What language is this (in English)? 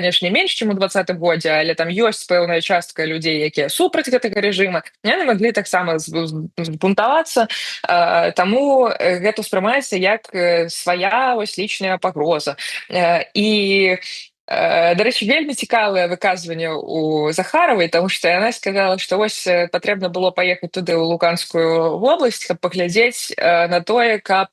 Belarusian